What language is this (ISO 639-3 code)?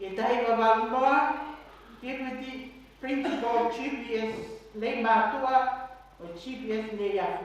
ton